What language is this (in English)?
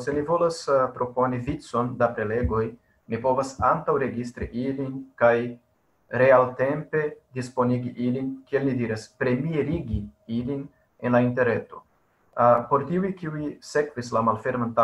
Esperanto